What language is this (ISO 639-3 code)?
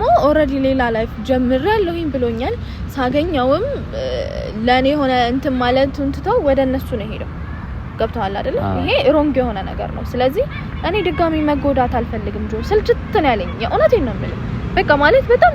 amh